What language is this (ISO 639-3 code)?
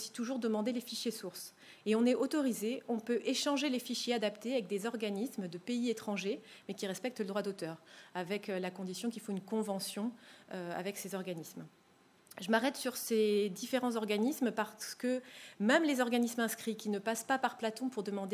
fra